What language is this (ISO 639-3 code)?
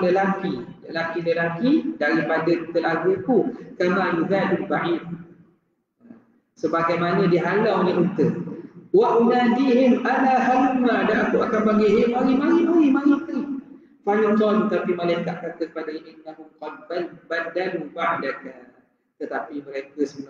msa